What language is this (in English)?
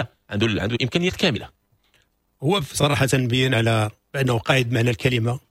Moroccan Arabic